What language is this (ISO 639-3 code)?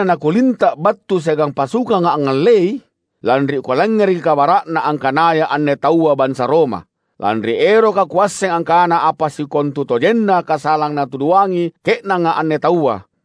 mak